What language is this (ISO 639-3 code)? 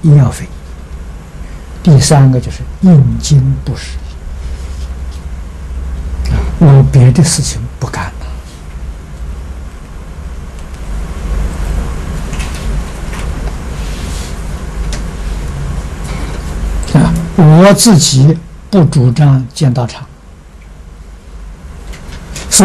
zho